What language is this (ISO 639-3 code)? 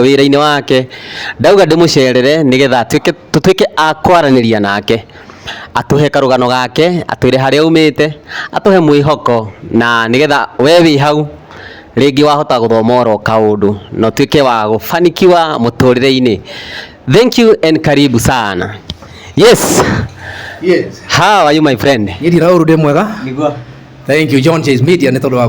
kik